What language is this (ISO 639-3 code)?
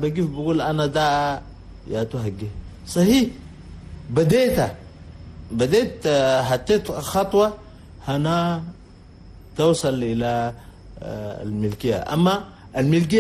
shu